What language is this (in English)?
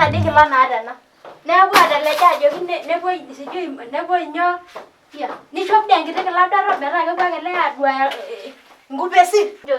Masai